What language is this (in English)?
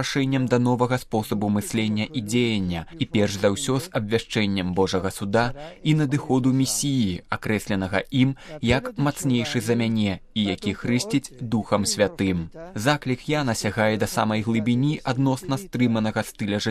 Belarusian